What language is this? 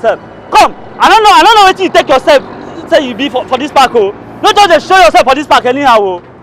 Nigerian Pidgin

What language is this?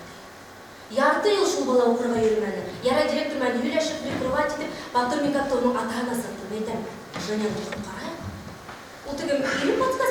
Bashkir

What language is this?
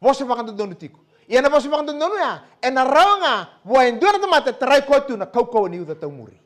Fijian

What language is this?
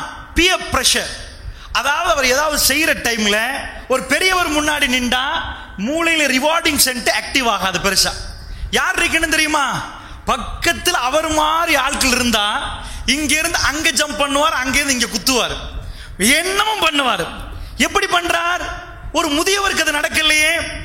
Tamil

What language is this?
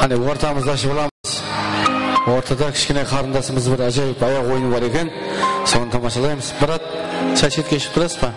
Kara-Kalpak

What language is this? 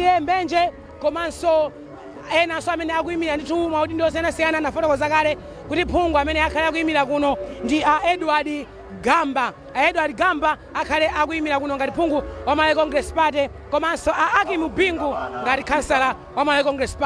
Nyanja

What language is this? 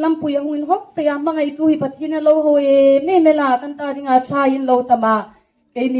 Hmar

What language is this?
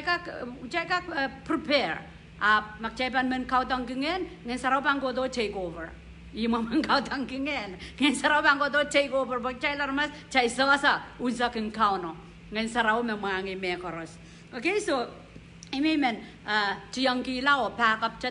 Pohnpeian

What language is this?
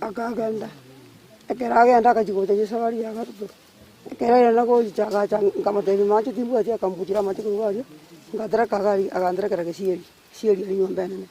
Gusii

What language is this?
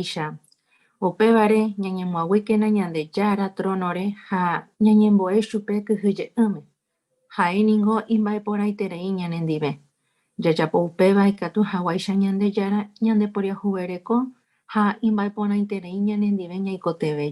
Guarani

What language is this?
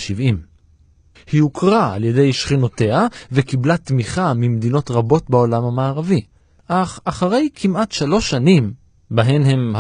Hebrew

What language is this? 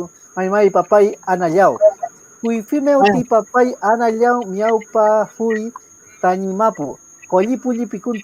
Mapuche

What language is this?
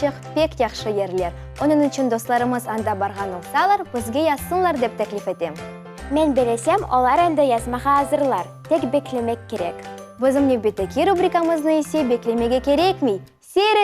Crimean Tatar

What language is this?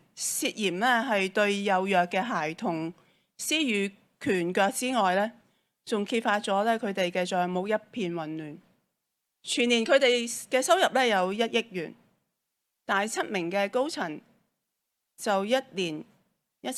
Cantonese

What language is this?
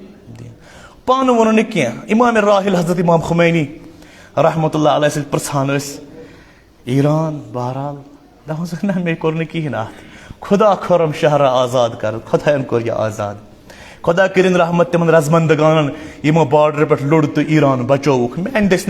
Kashmiri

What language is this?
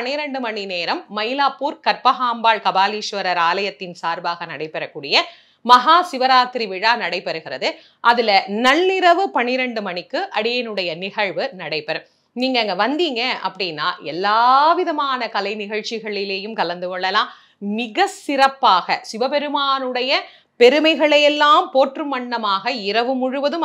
Tamil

